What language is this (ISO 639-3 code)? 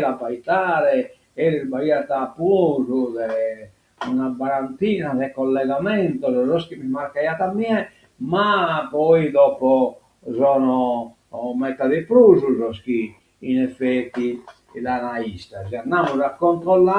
srd